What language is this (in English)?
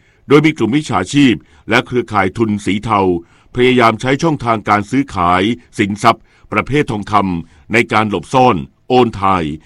Thai